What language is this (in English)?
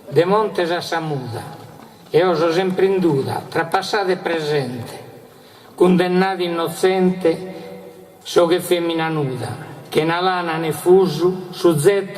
Sardinian